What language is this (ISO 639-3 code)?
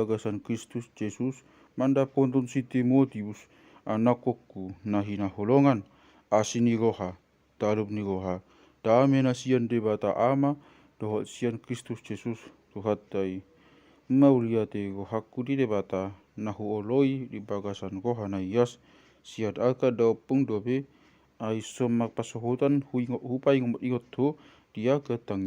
bbc